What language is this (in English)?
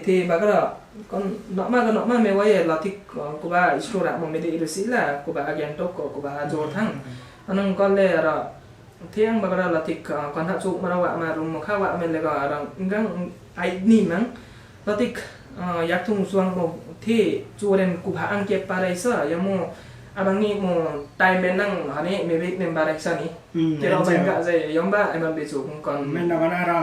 Limbu